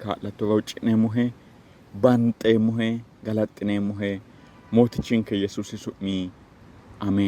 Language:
Sidamo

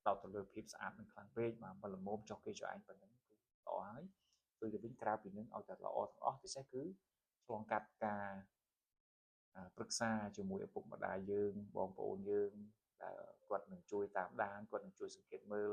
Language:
Khmer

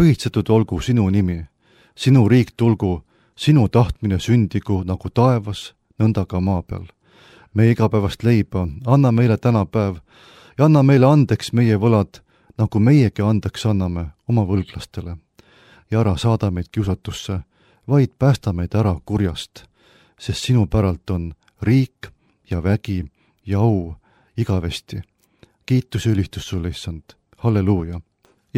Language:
Estonian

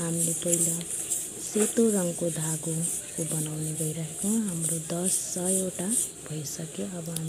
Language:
Nepali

